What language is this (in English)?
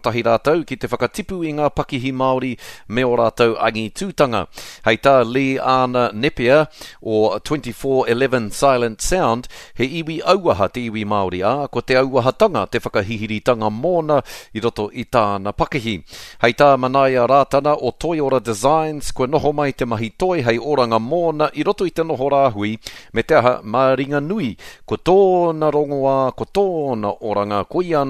Māori